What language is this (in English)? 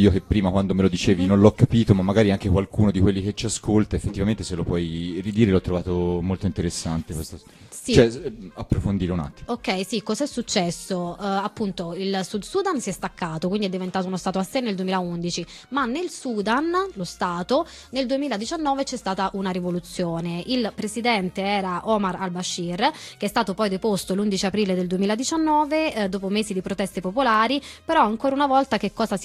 Italian